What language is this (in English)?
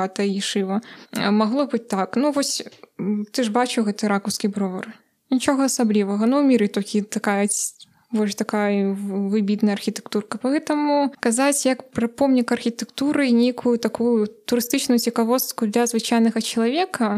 Belarusian